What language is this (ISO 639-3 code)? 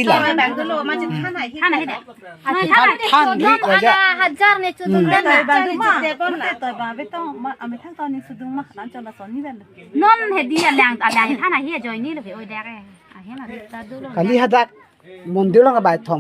mjw